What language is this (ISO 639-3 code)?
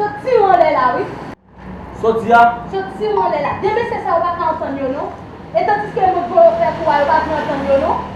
hat